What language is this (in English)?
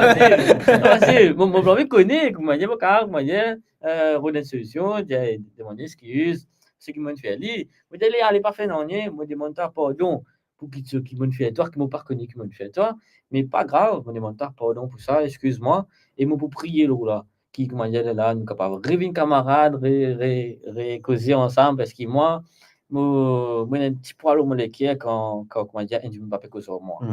Morisyen